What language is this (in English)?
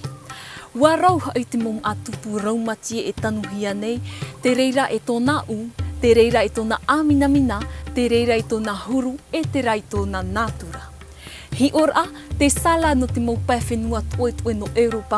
Tahitian